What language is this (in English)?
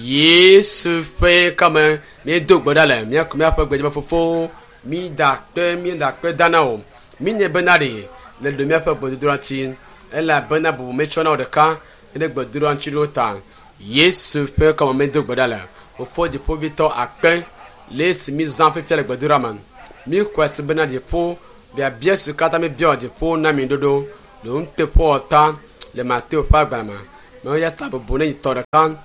Ewe